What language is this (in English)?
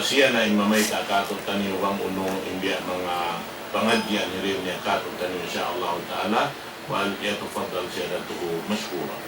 Tausug